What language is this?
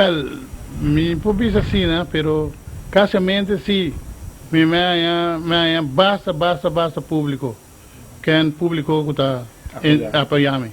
Papiamento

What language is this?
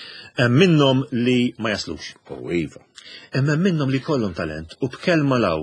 Maltese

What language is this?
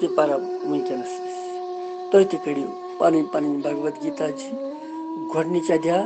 Kashmiri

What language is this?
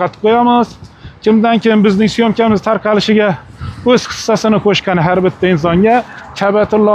Uzbek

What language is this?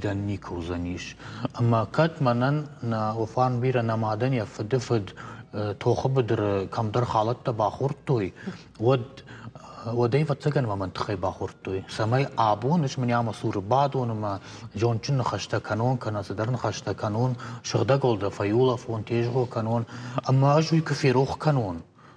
Ossetic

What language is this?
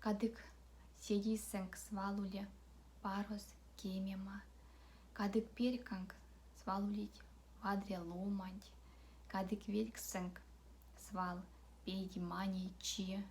Erzya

